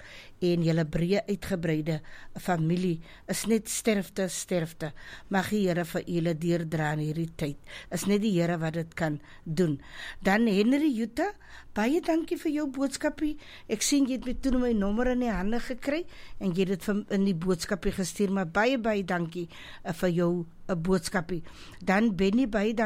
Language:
Afrikaans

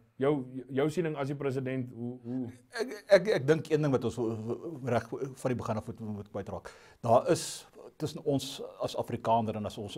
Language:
Afrikaans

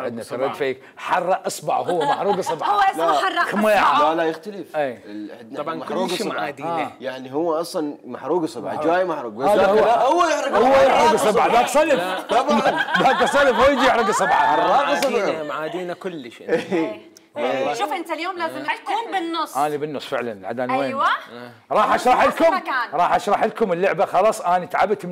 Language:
Mesopotamian Arabic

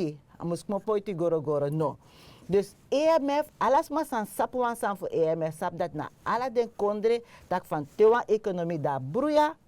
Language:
Sranan Tongo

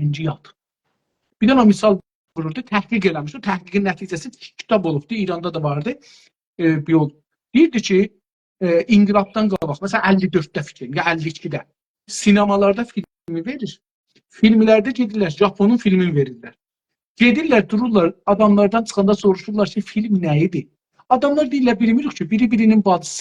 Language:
South Azerbaijani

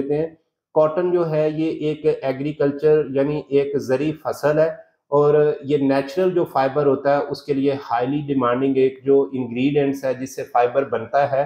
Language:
Hindi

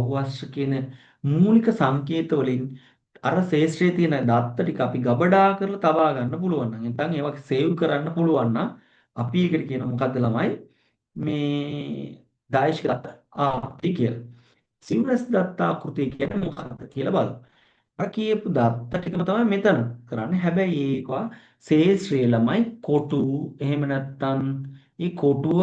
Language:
Sinhala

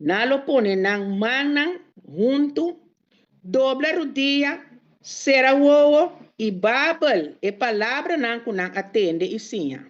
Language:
Papiamento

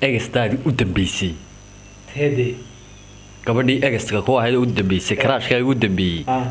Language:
Somali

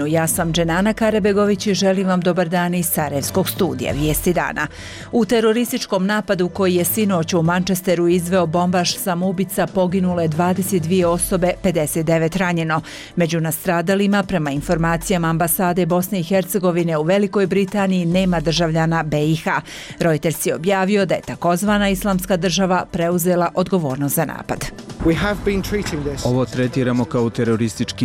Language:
Bosnian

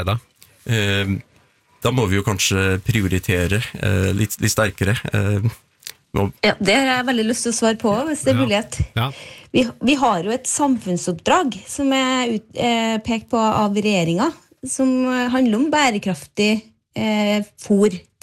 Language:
Norwegian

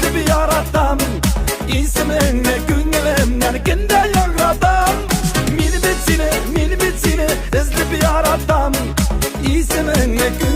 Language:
Bashkir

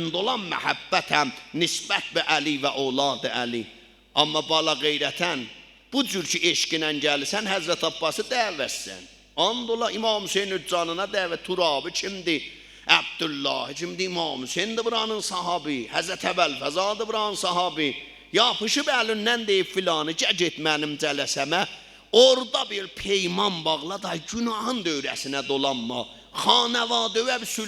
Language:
South Azerbaijani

